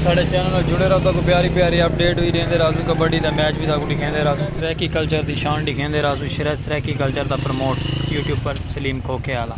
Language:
Saraiki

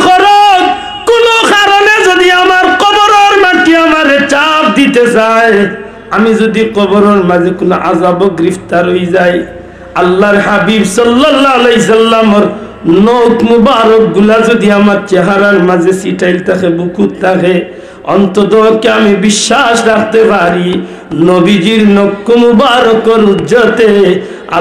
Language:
Sylheti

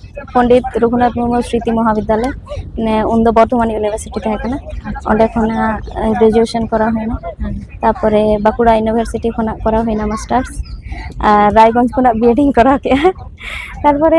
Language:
Santali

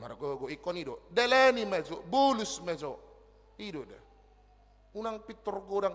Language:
Batak Toba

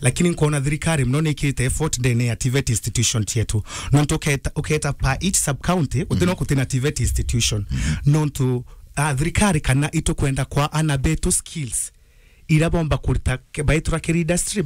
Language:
Meru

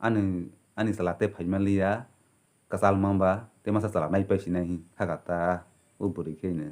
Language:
Kok Borok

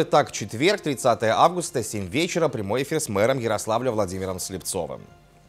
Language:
Russian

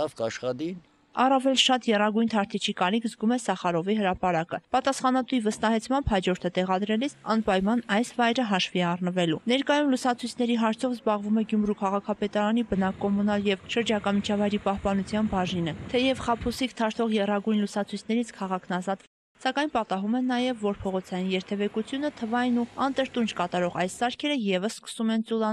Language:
Armenian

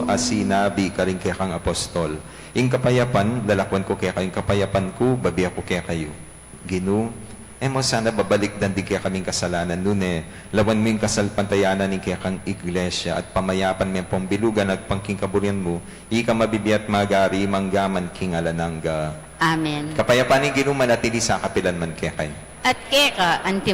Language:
Pampanga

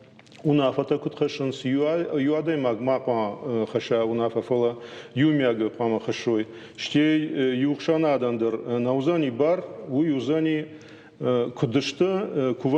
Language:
Ossetic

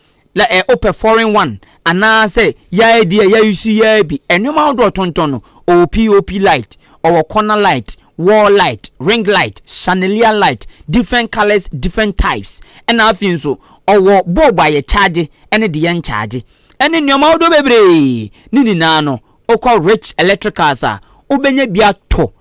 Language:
Akan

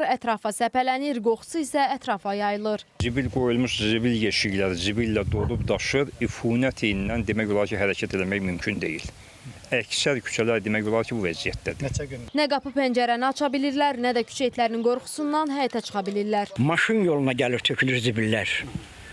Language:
Azerbaijani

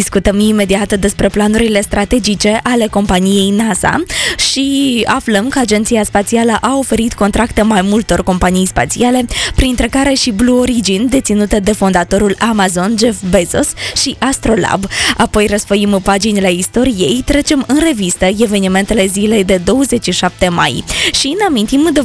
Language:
Romanian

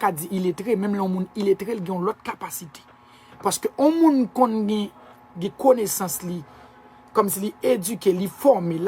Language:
Haitian Creole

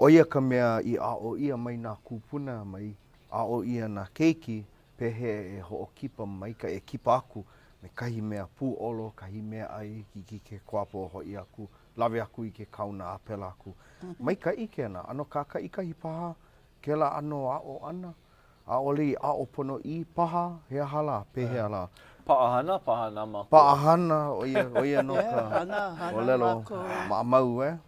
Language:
Hawaiian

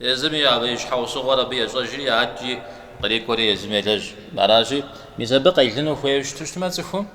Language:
Kabardian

